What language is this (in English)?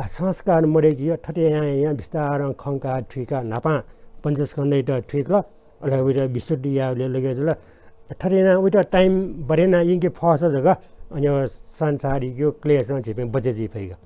Newari